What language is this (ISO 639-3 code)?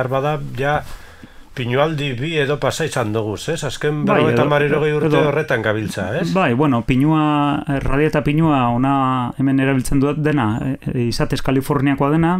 eus